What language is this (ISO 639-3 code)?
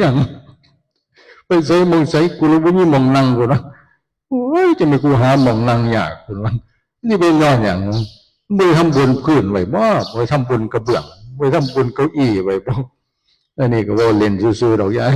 tts